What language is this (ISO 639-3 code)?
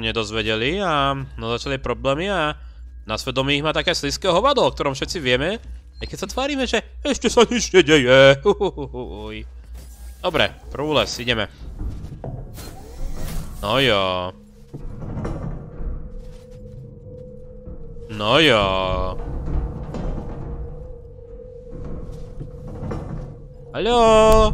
slk